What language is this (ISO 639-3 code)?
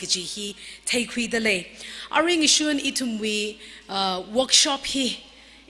nmf